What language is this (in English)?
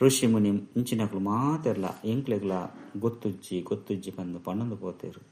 Tulu